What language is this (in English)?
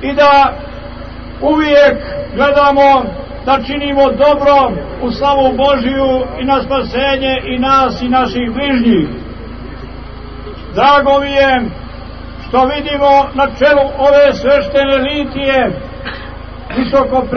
Serbian